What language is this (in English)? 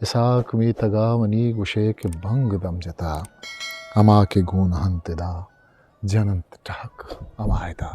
Eastern Balochi